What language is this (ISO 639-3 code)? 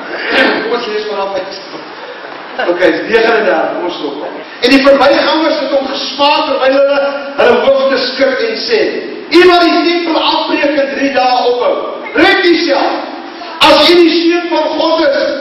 afr